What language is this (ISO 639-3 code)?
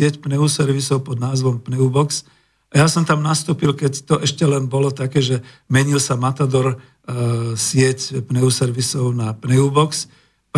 slk